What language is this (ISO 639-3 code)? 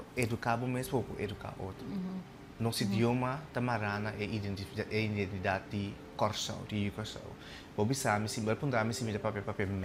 pap